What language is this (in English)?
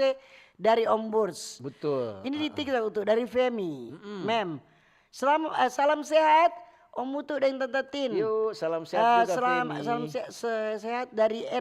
Manado Malay